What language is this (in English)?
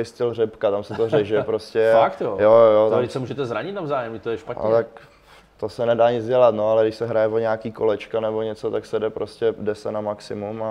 Czech